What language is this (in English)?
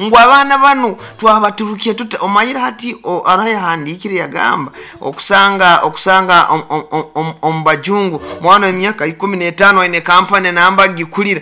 Nyoro